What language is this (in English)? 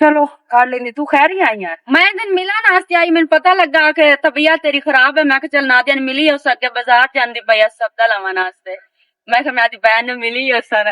Western Panjabi